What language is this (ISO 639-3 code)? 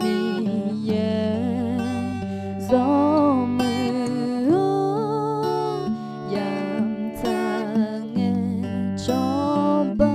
ahk